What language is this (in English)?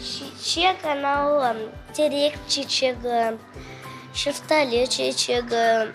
Crimean Tatar